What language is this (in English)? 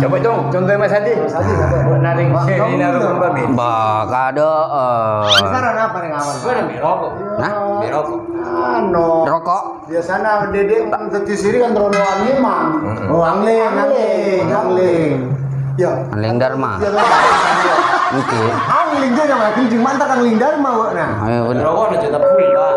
Madurese